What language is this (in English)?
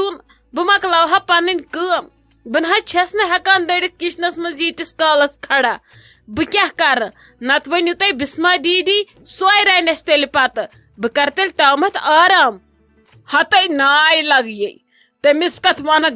Kashmiri